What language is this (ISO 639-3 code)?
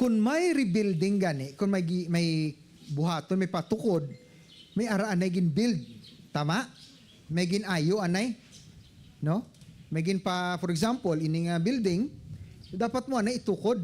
hil